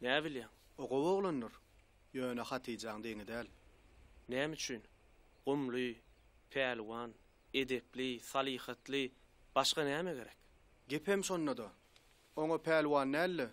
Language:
Turkmen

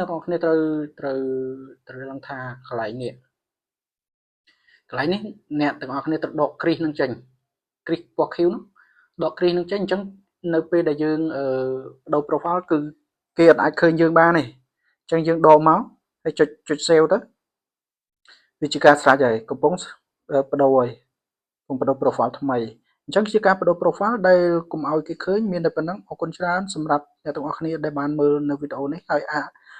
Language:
Khmer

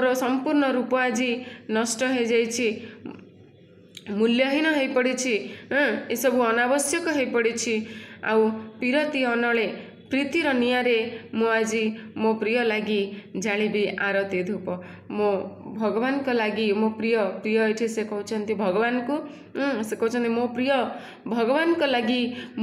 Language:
Odia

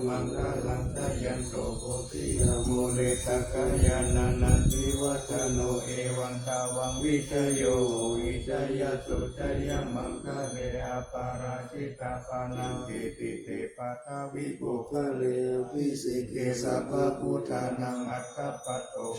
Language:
Pali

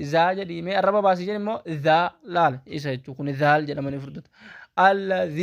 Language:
Oromo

